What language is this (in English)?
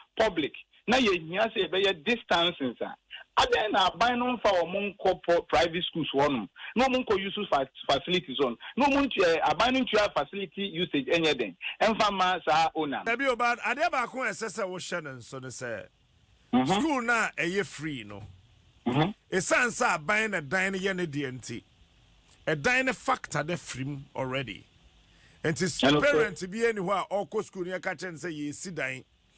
Akan